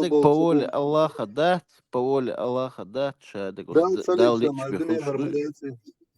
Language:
Chechen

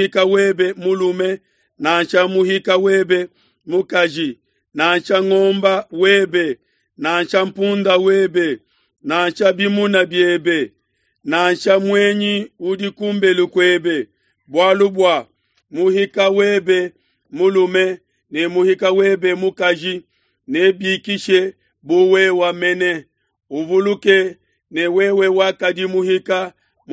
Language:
Luba-Lulua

